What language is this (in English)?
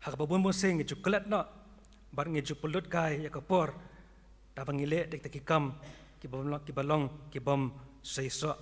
Khasi